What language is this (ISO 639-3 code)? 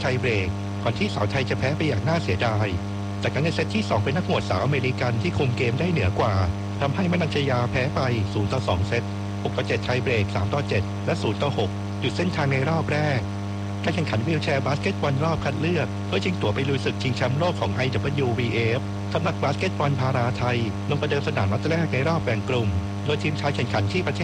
tha